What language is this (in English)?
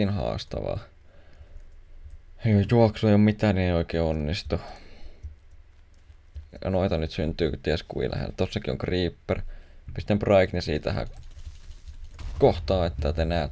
Finnish